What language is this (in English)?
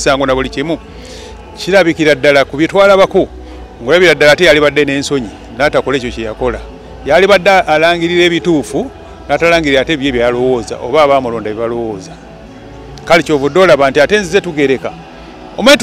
Ganda